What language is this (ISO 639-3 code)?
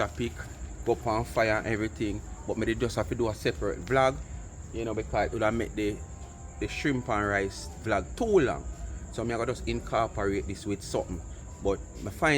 jam